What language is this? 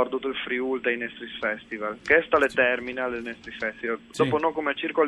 Friulian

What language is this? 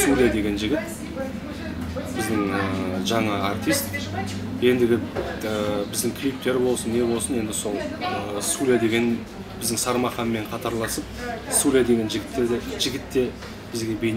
Kazakh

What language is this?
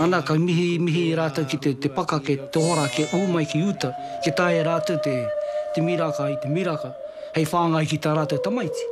Māori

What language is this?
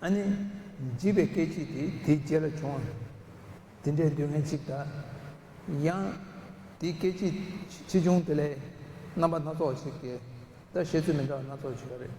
Tibetan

